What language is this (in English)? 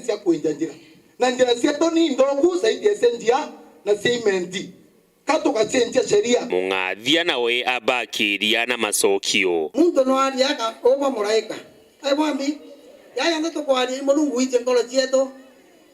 Meru